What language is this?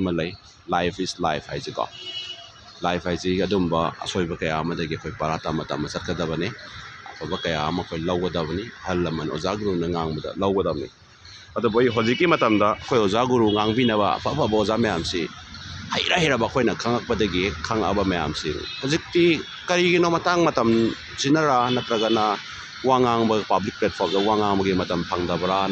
Manipuri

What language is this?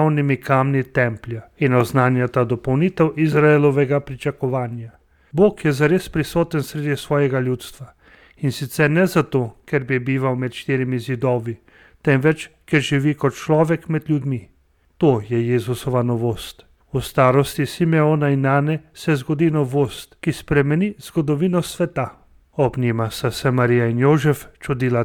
Slovenian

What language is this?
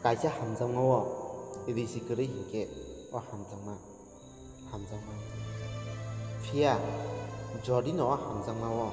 Kok Borok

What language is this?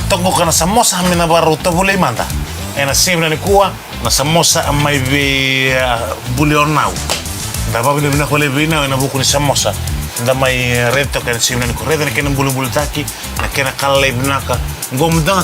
Fijian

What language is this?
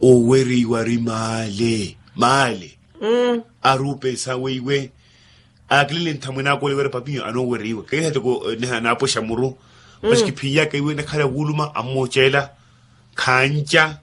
Makhuwa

